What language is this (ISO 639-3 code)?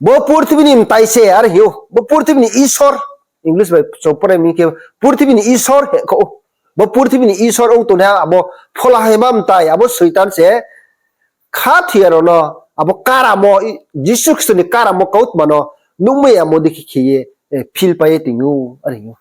ria